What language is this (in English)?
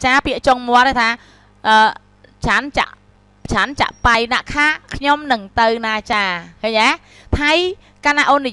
Khmer